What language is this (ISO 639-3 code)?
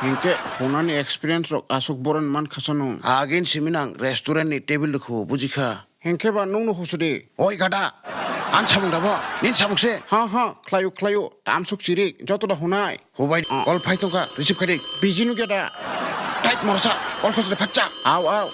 trp